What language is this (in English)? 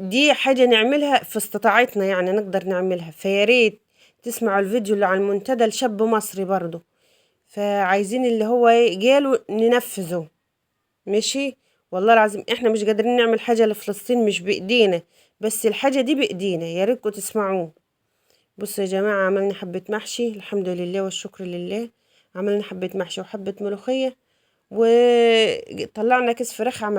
Egyptian Arabic